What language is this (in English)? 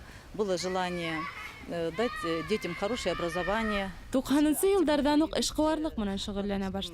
Bashkir